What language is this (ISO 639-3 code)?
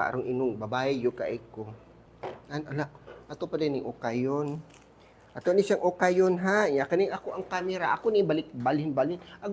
ceb